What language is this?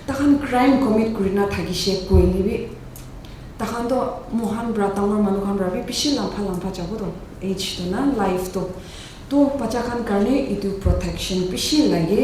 Naga Pidgin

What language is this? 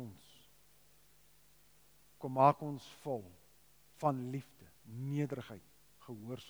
Afrikaans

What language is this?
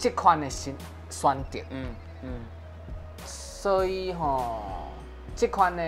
Min Nan Chinese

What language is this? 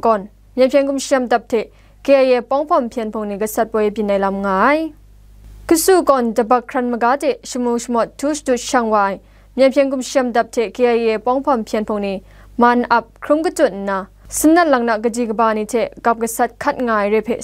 Kachin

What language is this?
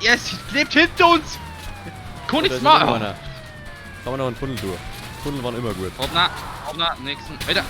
Bavarian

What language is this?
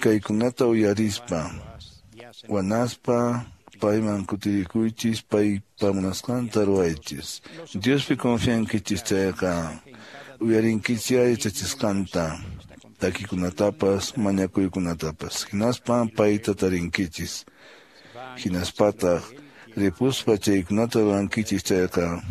Quechua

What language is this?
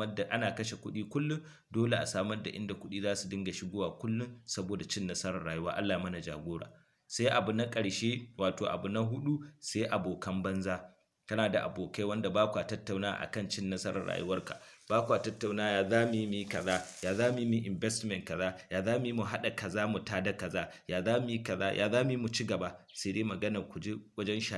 Hausa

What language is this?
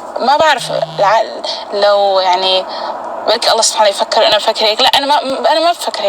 North Levantine Arabic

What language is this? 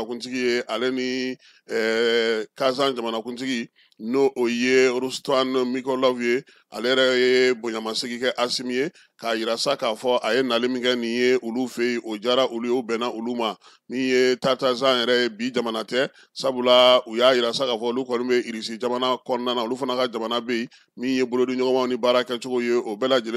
Bambara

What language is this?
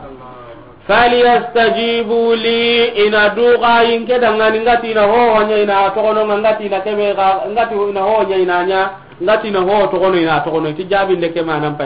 Soninke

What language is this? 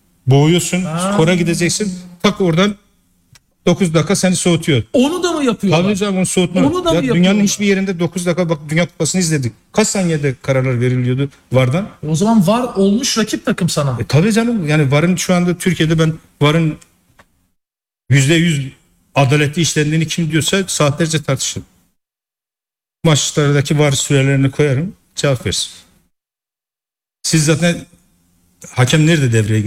Turkish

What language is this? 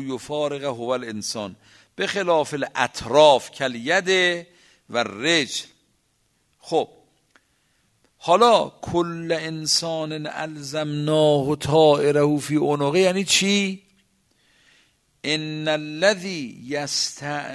Persian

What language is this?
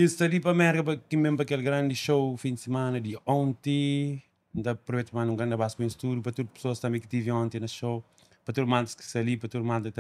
Kabuverdianu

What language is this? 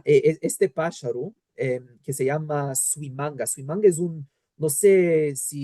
Ladino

